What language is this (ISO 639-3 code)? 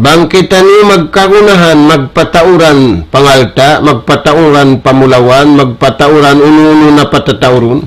tsg